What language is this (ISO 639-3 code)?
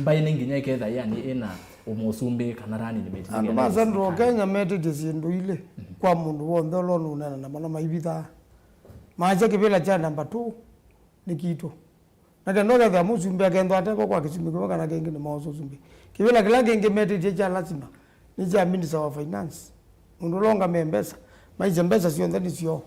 kam